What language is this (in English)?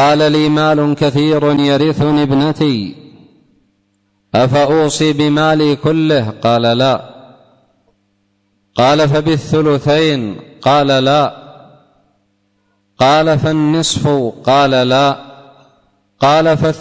Arabic